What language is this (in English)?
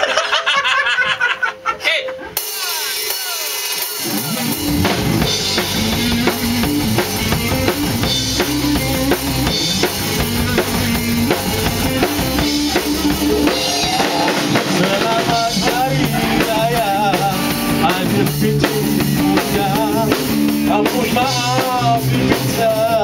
Malay